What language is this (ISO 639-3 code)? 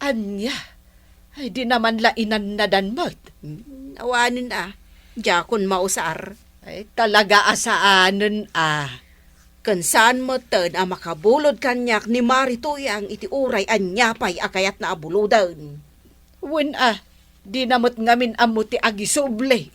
ilo